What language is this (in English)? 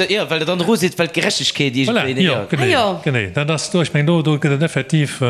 Luxembourgish